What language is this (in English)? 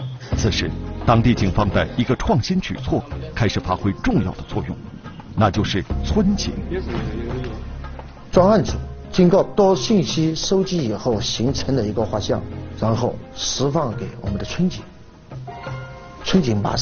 Chinese